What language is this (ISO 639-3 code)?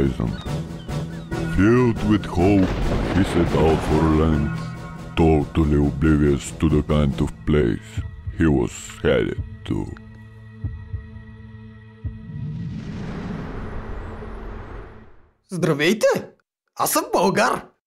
bul